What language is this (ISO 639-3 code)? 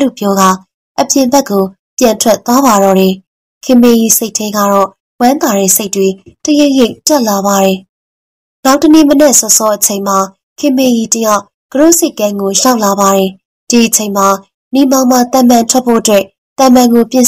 mya